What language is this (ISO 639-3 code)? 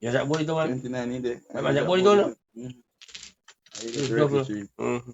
jam